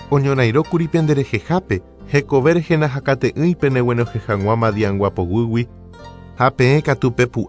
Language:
Guarani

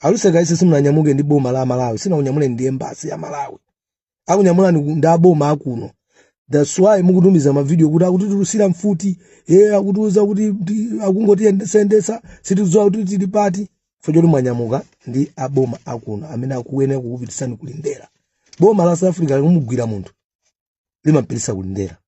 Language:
Nyanja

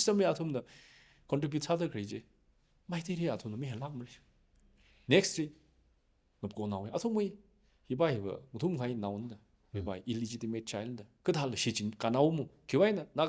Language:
Tangkhul Naga (India)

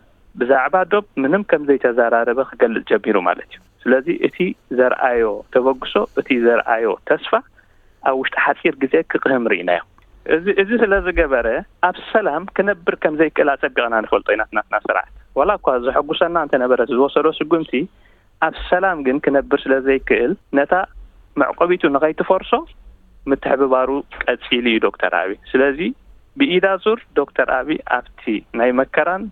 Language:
Tigrinya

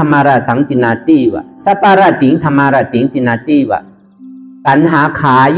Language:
Shan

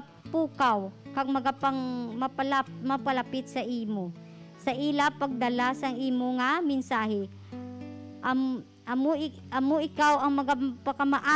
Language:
Hiligaynon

